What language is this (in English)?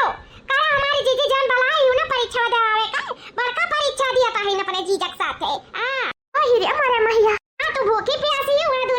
Awadhi